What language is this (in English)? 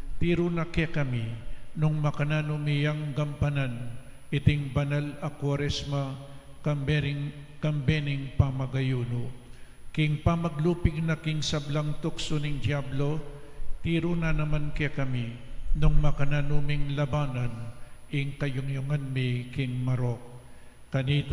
Pampanga